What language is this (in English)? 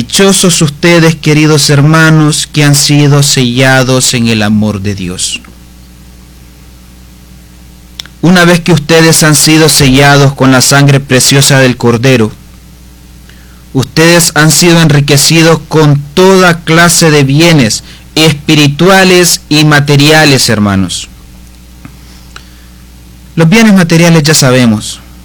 Spanish